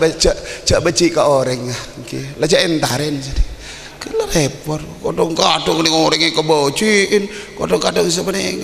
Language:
Madurese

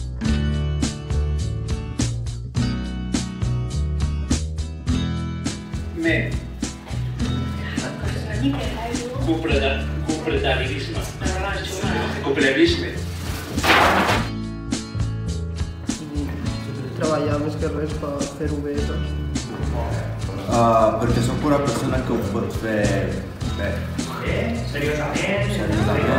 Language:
Catalan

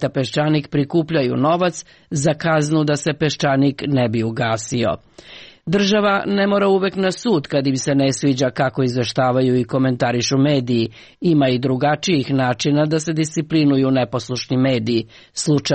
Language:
Serbian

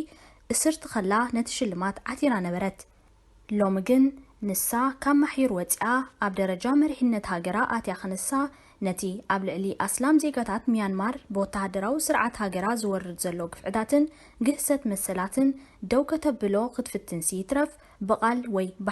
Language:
Tigrinya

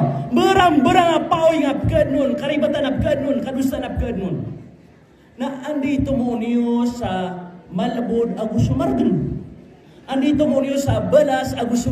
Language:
Maranao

